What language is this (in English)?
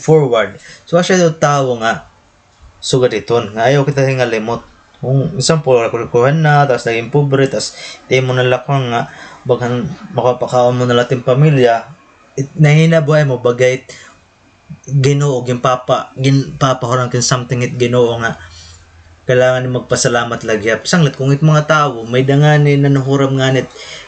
Waray